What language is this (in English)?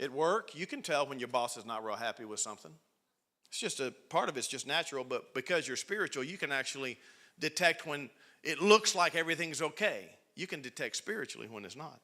English